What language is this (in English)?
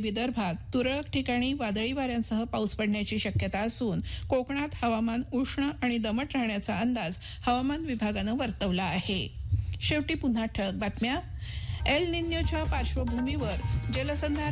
Marathi